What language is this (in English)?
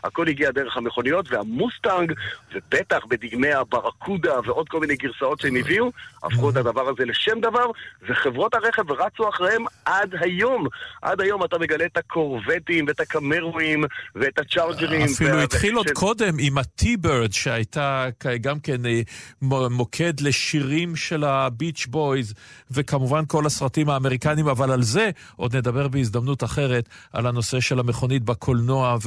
Hebrew